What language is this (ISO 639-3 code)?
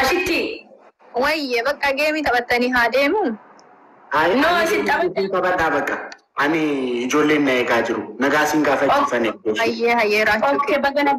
orm